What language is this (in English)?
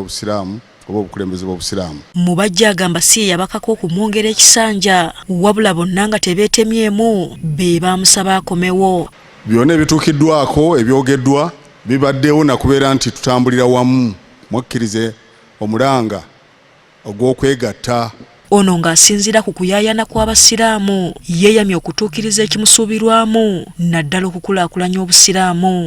Ganda